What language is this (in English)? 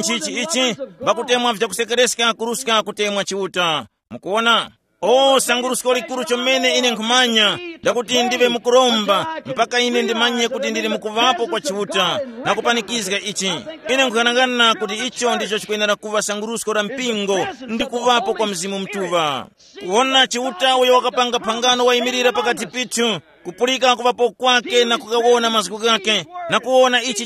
Tumbuka